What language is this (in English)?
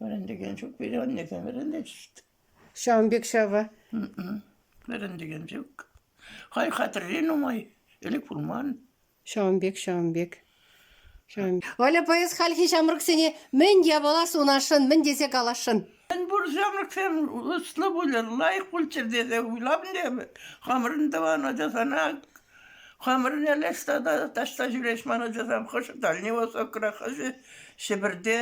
Chuvash